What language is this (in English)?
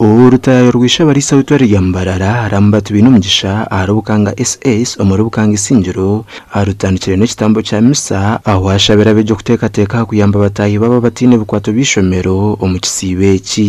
Nyankole